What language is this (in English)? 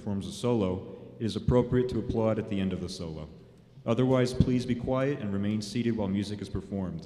English